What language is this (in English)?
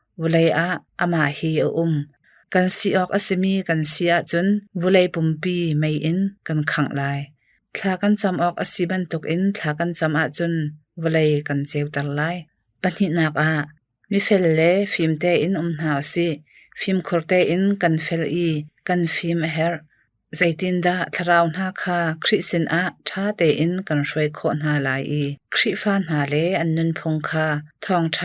Hakha Chin